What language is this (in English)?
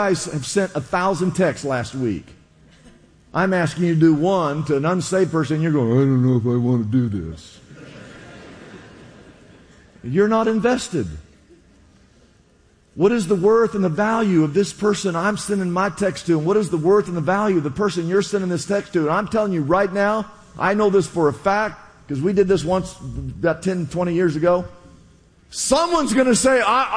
English